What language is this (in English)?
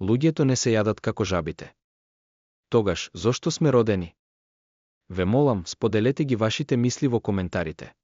Macedonian